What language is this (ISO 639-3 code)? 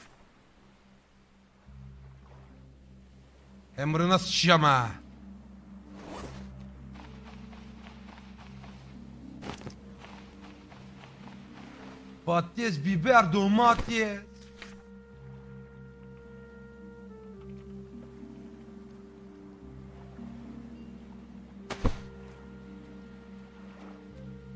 tur